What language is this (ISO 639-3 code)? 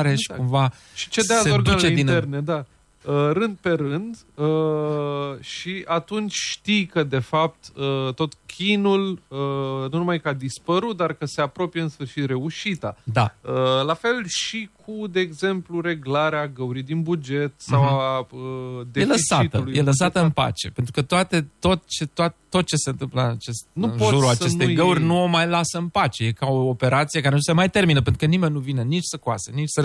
ron